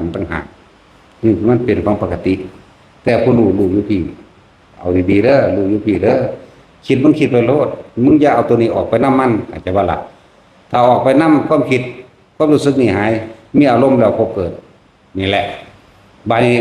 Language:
Lao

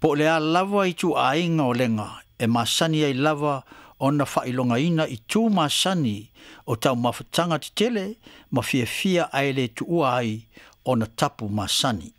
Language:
Samoan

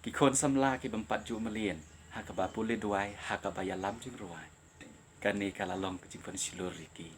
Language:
Khasi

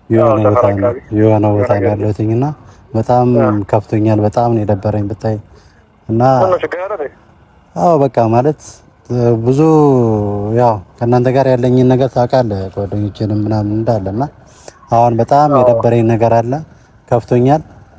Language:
Amharic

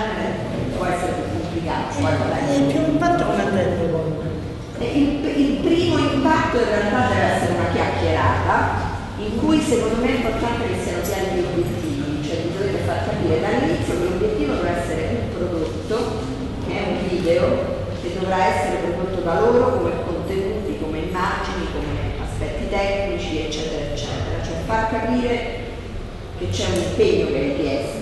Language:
Italian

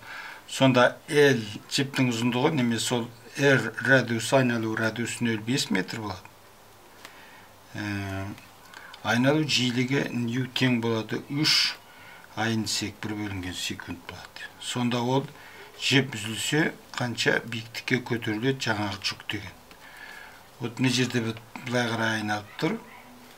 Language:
Kazakh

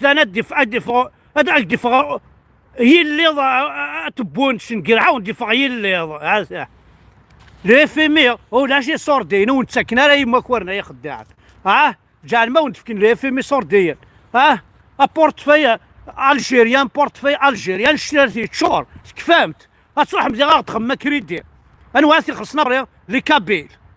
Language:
Kabyle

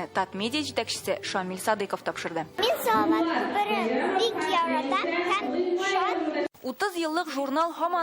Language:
Tatar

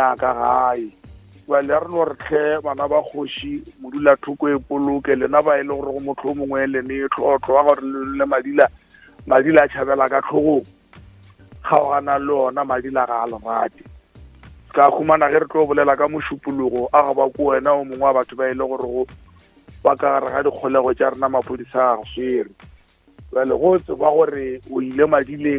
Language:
Northern Sotho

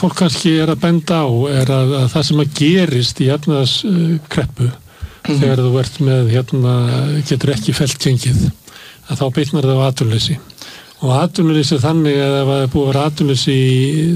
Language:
Icelandic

